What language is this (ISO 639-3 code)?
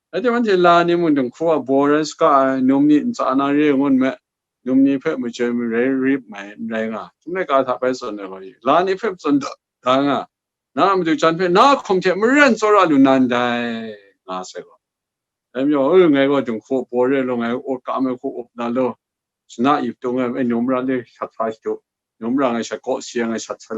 kac